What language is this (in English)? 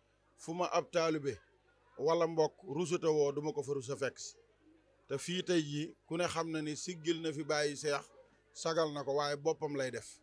Wolof